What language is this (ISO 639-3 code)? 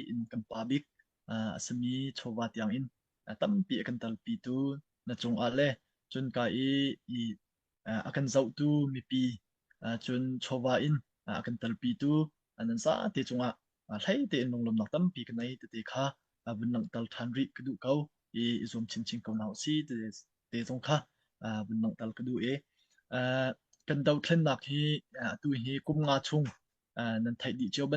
cnh